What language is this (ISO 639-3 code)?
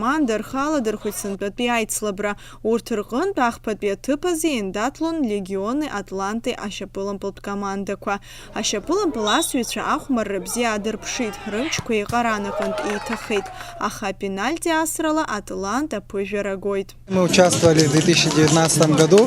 abk